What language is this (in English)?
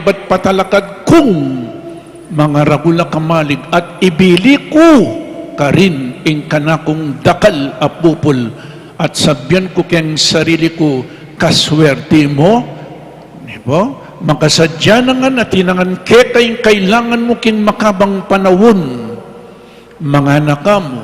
Pampanga